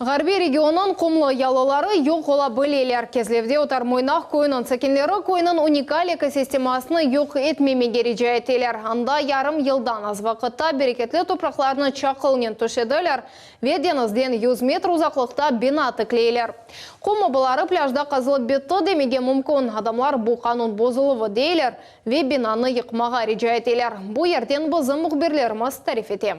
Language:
Crimean Tatar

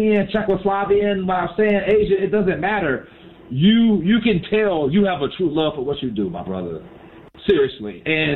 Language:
English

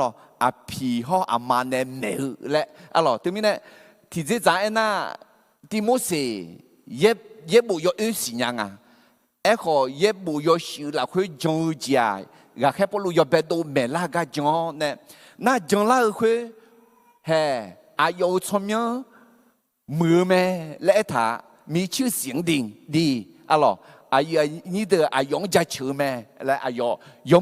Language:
Akha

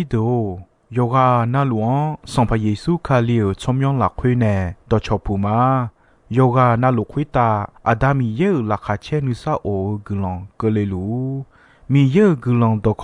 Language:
Akha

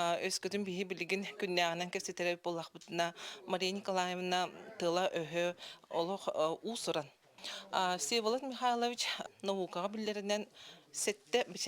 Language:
Yakut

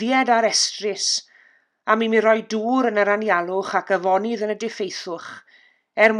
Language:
Welsh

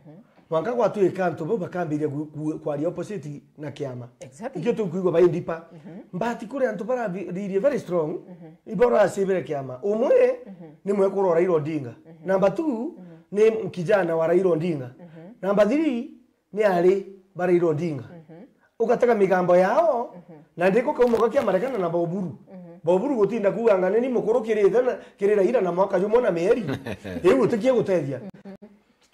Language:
Meru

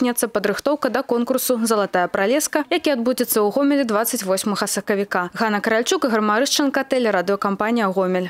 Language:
Belarusian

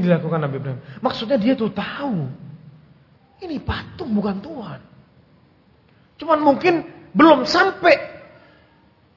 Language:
Indonesian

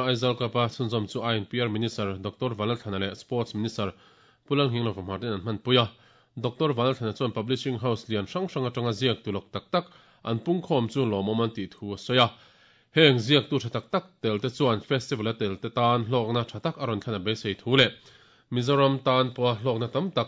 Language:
Mizo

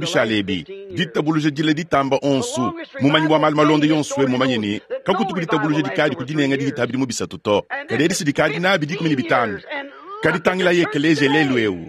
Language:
Luba-Lulua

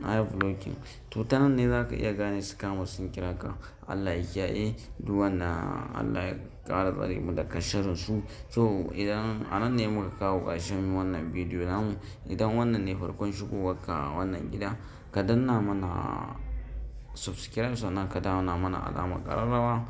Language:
Hausa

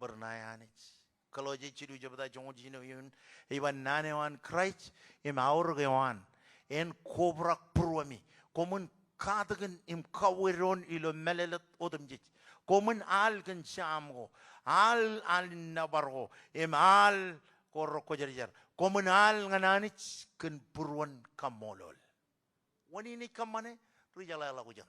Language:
Marshallese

